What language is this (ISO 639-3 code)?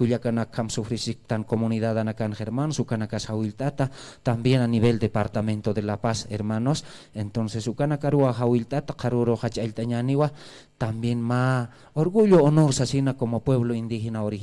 aym